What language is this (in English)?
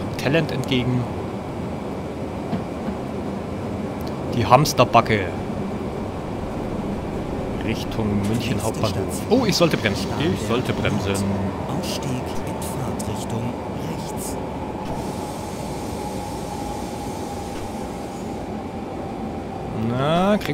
German